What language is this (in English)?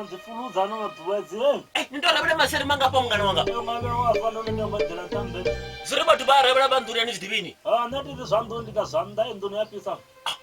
Venda